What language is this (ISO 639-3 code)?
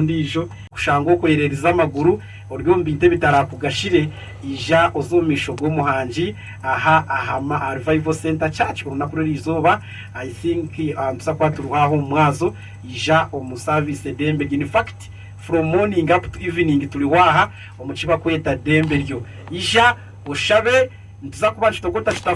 nyn